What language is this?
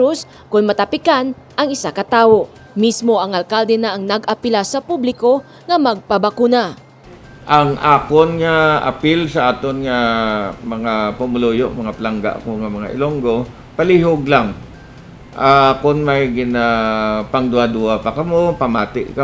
Hiligaynon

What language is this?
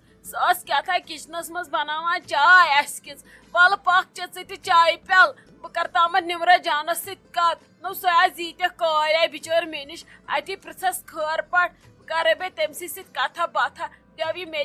Kashmiri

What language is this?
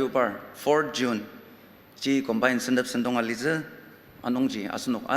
Ao Naga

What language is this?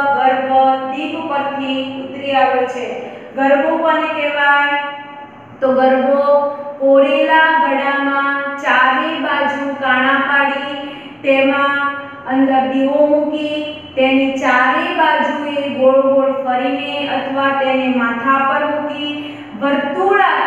Gujarati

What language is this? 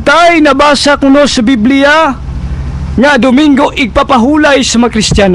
Cebuano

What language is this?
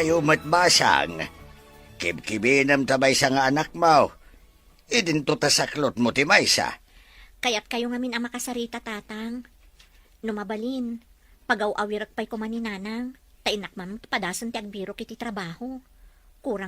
Iloko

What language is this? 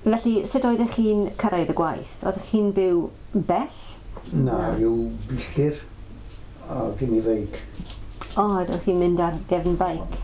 Welsh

